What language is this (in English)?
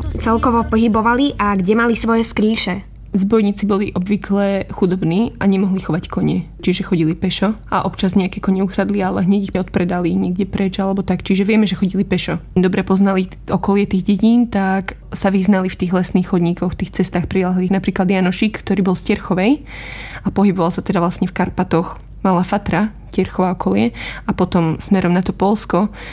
Slovak